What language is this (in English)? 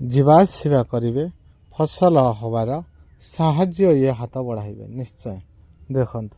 Odia